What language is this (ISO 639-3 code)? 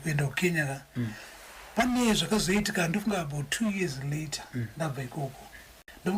sna